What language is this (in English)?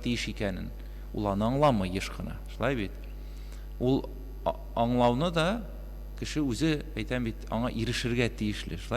Tatar